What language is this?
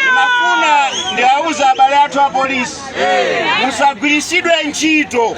Nyanja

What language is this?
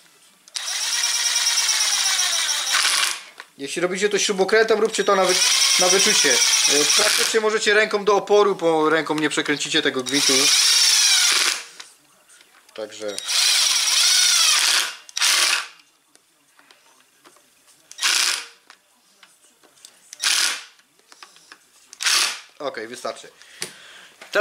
Polish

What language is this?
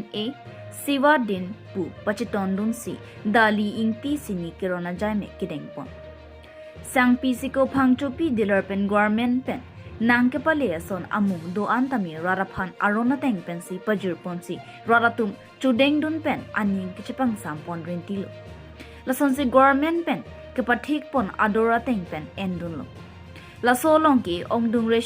Karbi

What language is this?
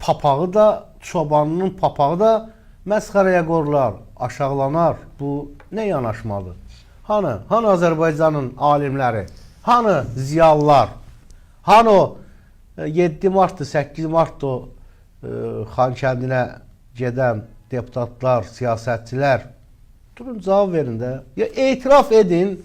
Azerbaijani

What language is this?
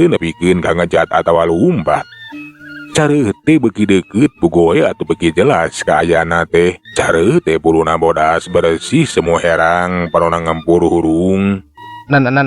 Sundanese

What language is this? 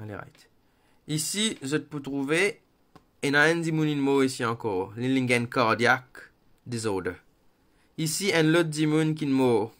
Morisyen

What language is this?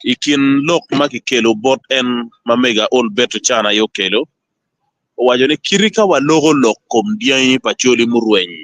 Acoli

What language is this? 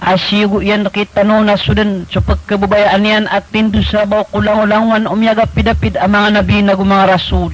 Maranao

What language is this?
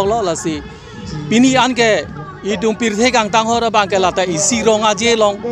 Karbi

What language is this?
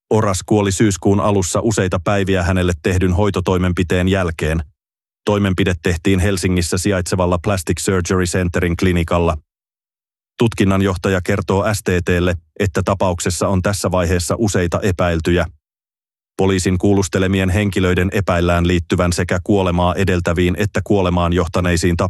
Finnish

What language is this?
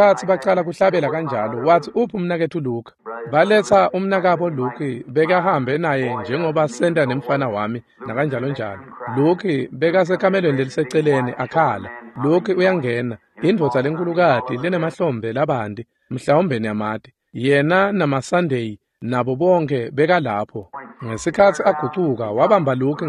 Swati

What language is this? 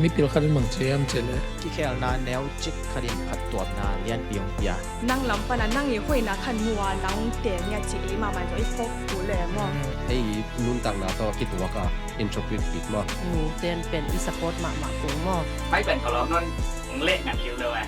Tedim Chin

